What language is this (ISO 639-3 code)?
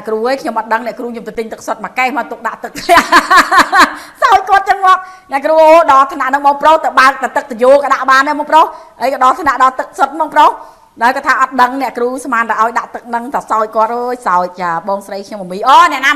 khm